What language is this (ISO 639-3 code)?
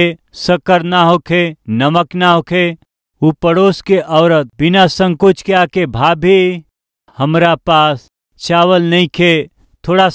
bho